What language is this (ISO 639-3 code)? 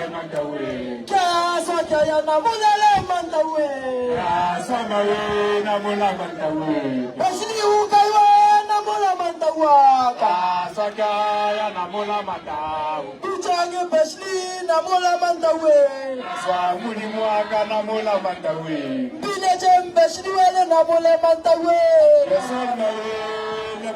nso